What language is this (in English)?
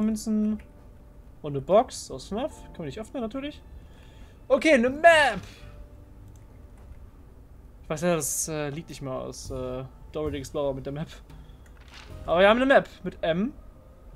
German